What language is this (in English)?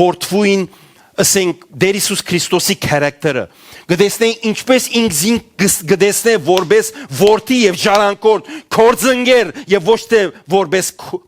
Western Armenian